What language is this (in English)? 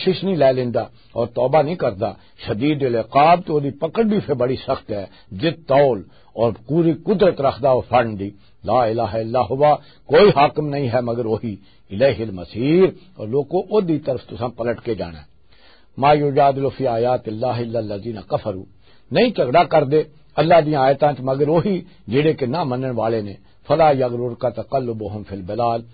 Western Panjabi